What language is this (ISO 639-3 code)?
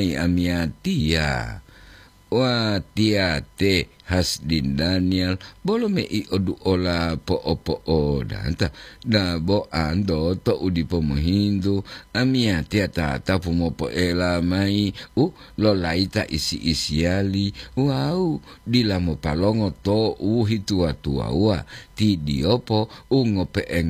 gor